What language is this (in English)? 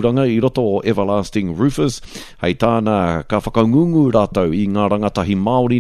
Māori